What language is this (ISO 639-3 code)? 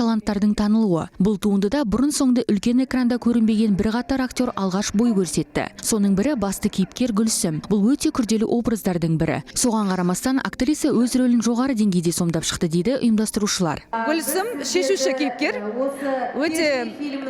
kaz